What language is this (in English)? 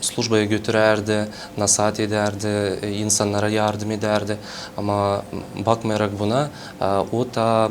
Gagauz